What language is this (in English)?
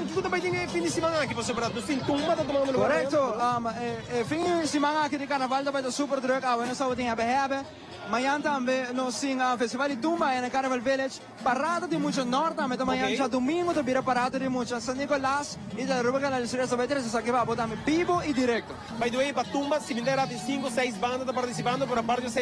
Papiamento